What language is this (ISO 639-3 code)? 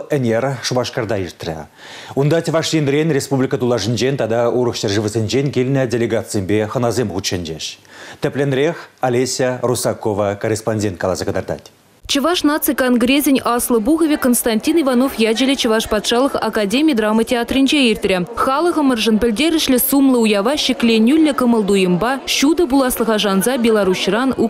chv